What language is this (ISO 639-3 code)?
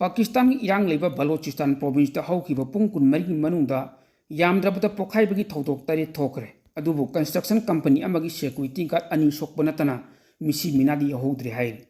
mni